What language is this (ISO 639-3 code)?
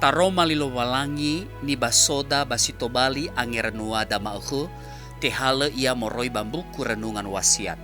nia